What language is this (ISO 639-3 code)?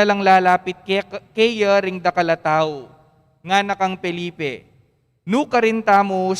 pam